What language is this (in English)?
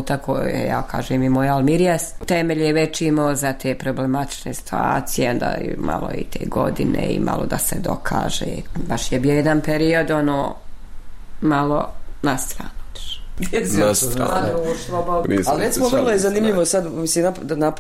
Bosnian